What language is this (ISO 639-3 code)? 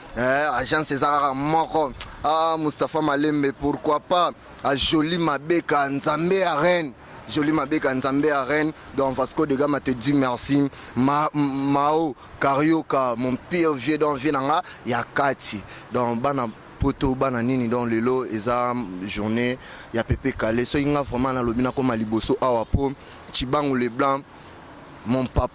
lin